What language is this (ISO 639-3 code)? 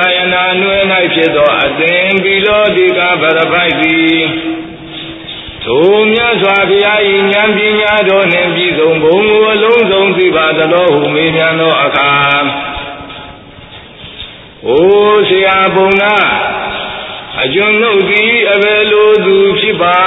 mya